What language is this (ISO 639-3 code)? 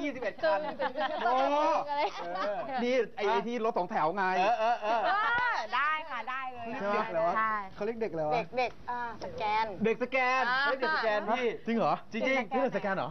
tha